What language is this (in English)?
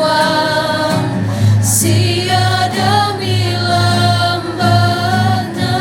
Toraja-Sa'dan